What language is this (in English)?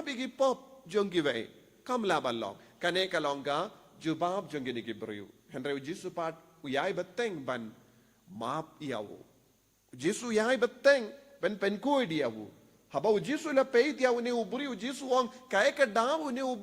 Khasi